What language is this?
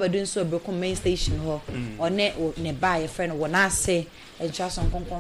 Akan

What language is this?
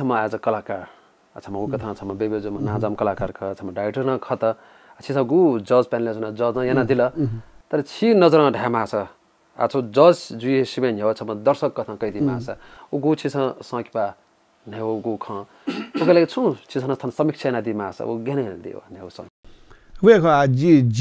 Newari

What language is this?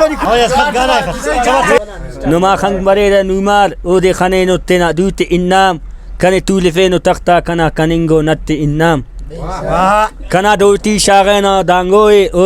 Brahui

